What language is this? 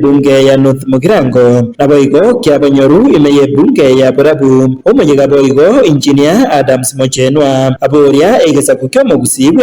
Gusii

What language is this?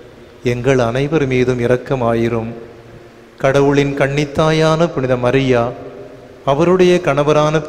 Tamil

